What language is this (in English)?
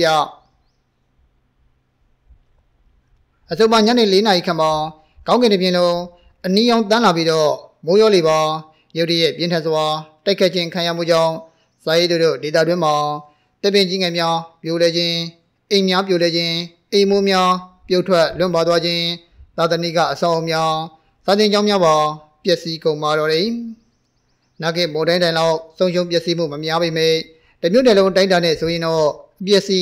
Burmese